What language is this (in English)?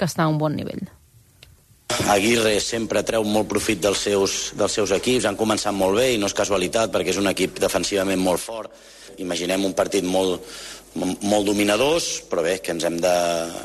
Catalan